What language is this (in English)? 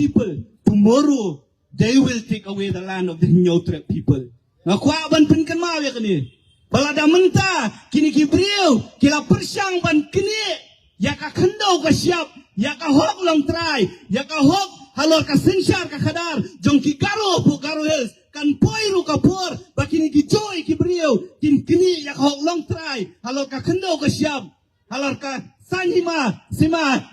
Khasi